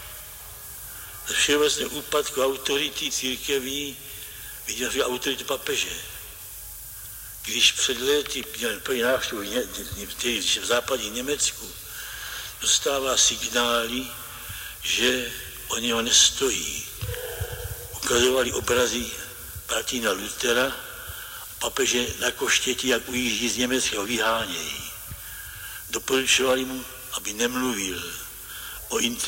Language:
Slovak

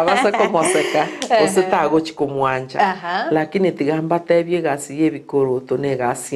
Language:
Gusii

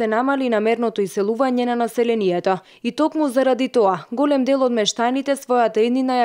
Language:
Macedonian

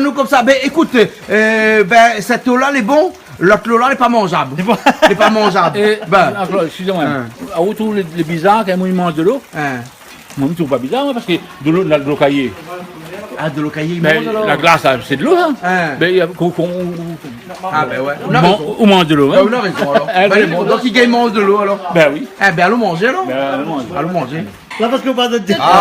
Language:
Réunion Creole French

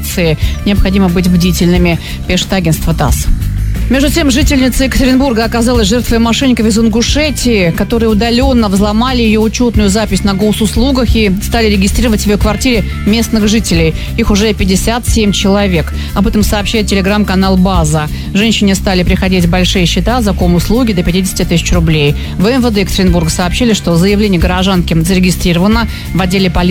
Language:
Russian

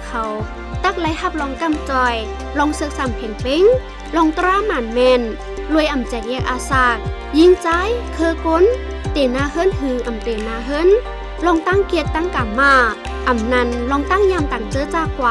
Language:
Shan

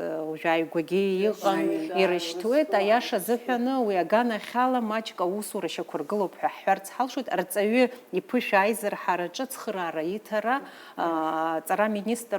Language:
Abkhazian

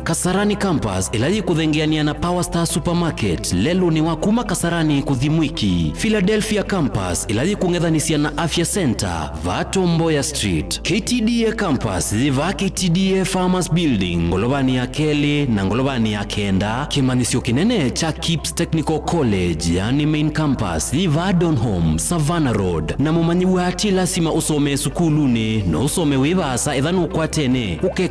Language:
Kamba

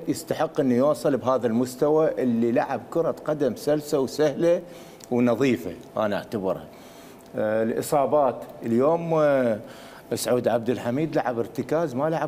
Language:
Mesopotamian Arabic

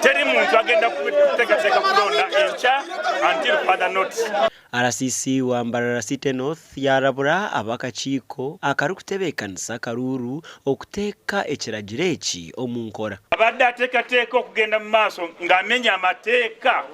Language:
Nyankole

